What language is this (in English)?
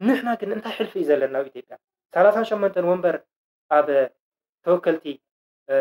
Tigrinya